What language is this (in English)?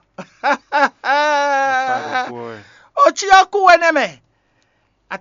Fon